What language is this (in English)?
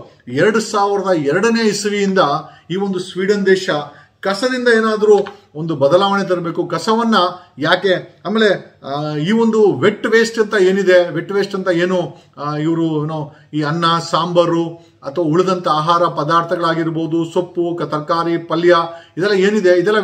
Kannada